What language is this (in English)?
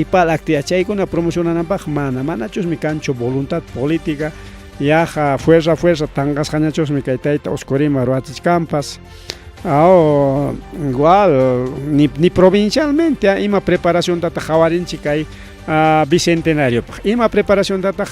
Ayacucho Quechua